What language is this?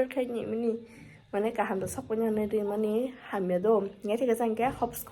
Kok Borok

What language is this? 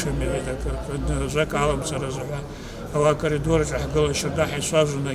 Abkhazian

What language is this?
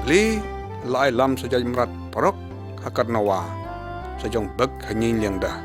Lyngngam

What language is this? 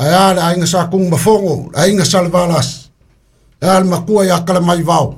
Samoan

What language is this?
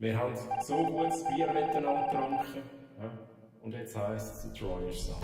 Swiss German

